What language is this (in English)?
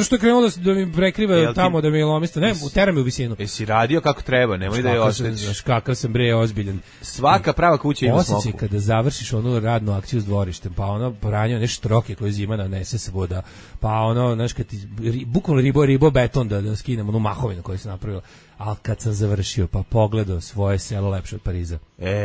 Serbian